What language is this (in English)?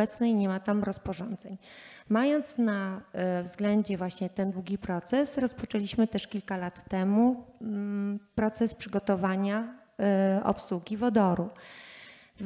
Polish